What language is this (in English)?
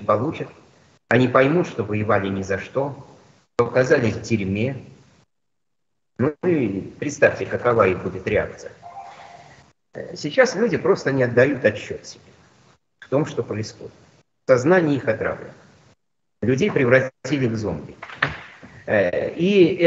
Russian